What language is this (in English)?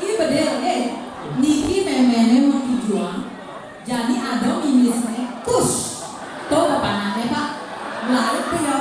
Balinese